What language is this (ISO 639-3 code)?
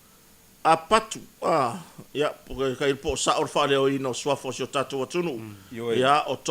smo